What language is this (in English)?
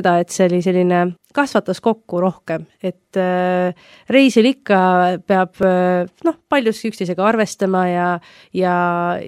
Estonian